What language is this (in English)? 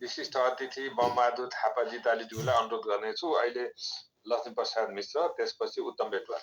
Nepali